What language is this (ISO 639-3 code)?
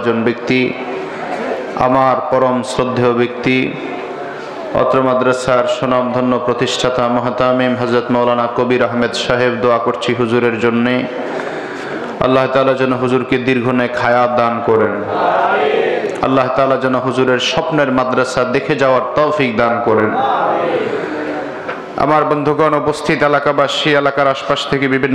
ben